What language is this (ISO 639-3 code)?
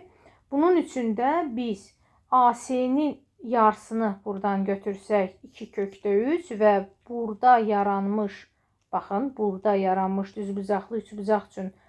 aze